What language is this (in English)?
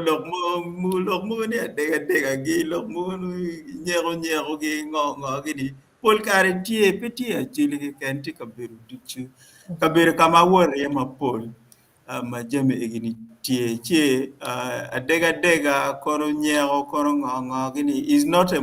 Acoli